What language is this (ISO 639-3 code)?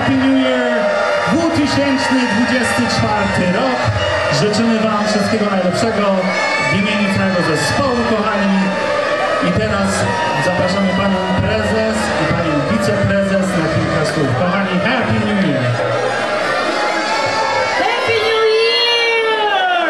pol